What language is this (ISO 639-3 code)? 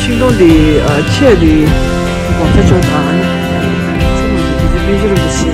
bod